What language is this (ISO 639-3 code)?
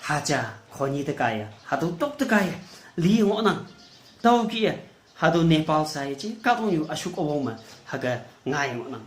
nbe